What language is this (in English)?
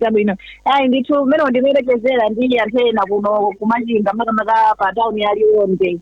Nyanja